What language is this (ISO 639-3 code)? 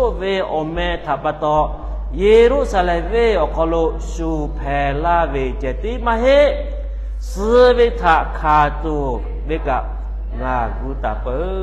lhu